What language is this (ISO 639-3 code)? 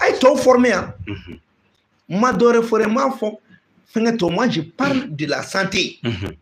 bam